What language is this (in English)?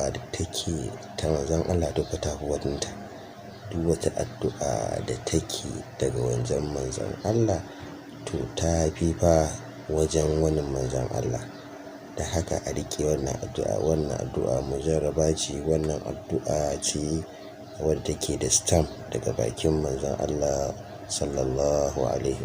Hausa